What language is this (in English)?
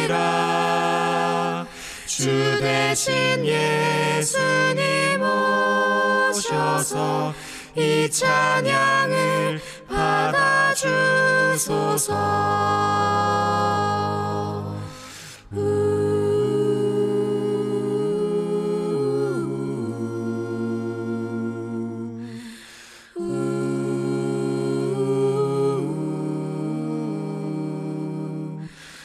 Korean